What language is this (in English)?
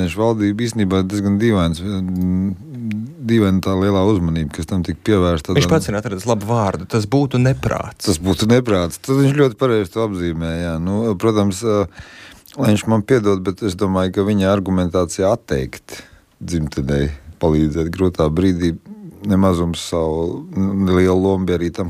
Latvian